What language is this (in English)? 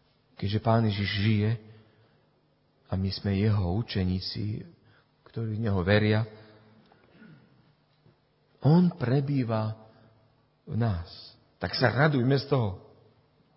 Slovak